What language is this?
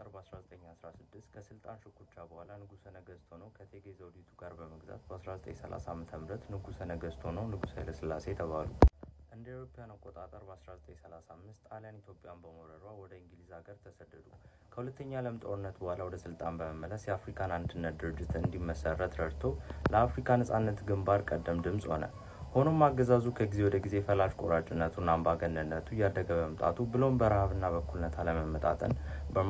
Amharic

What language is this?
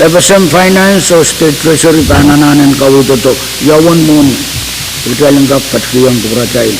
Pohnpeian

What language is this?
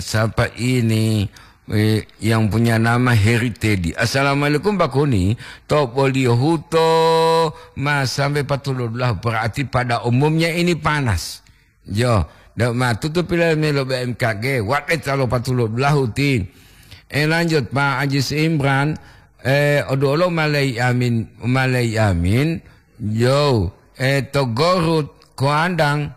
Gorontalo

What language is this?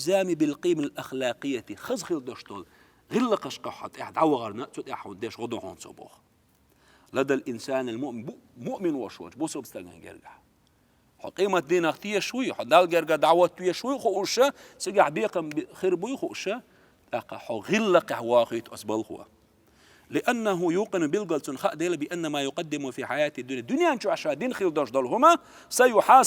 Chechen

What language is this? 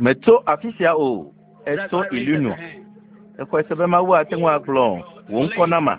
Ewe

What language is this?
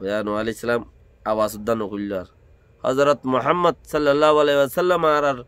Rohingya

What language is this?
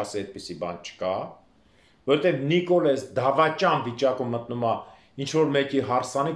Armenian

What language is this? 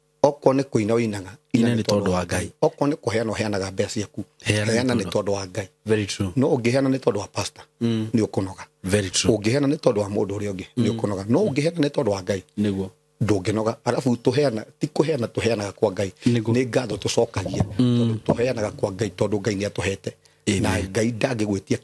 Kikuyu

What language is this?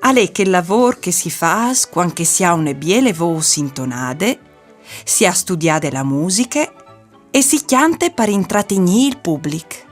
Friulian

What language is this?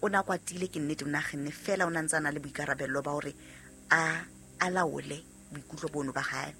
Southern Sotho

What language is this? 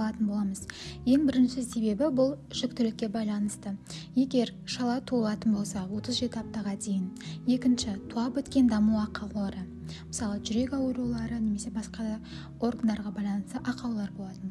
Kazakh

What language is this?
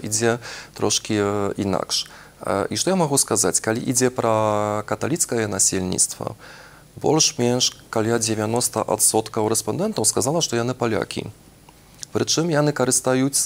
Belarusian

